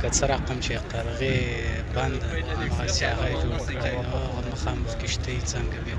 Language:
Pashto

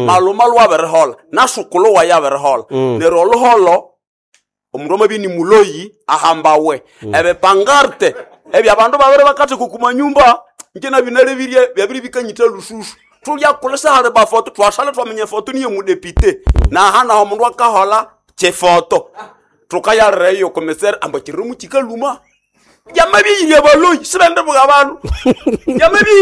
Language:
Nande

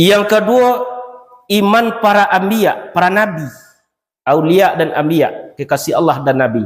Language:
Minangkabau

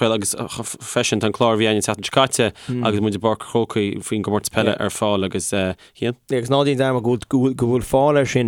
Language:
Irish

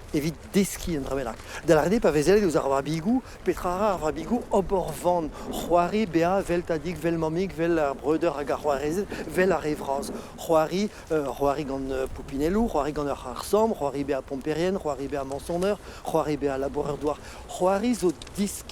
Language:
Breton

